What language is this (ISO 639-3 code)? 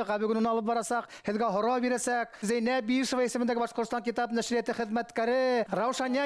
bak